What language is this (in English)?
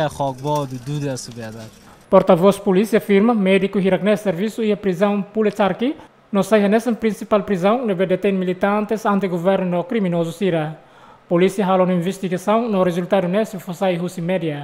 Tetum